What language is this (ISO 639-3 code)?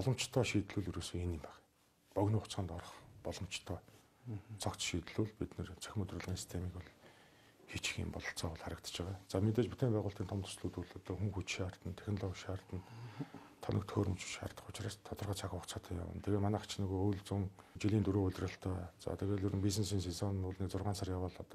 mon